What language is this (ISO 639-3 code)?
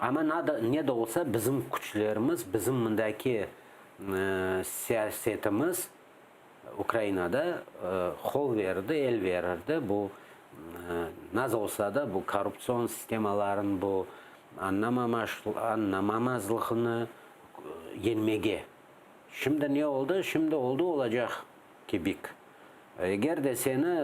crh